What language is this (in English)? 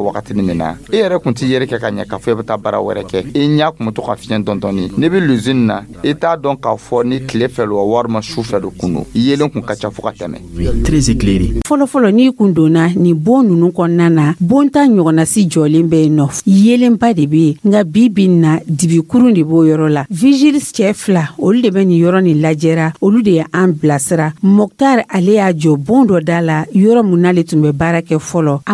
Dyula